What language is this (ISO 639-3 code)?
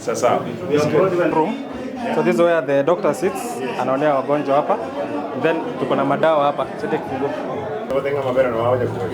guz